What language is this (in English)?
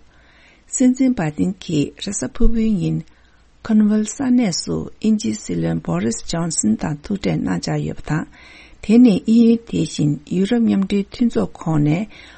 Tibetan